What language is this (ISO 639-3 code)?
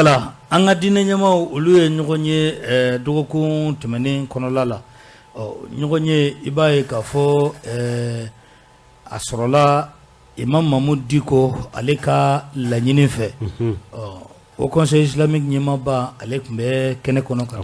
bam